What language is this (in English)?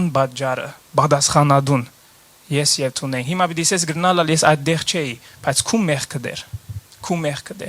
Western Armenian